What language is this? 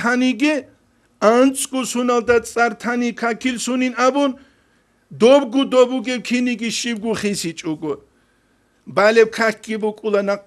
Avaric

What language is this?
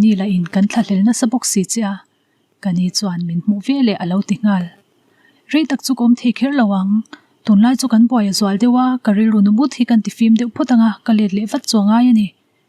Mizo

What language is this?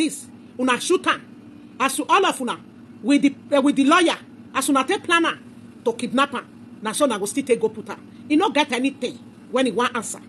Nigerian Pidgin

